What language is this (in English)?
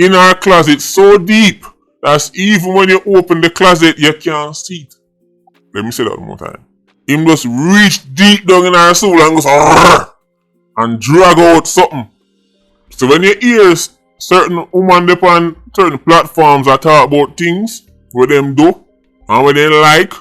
Jamaican Creole English